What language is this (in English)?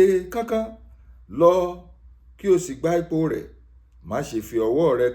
Yoruba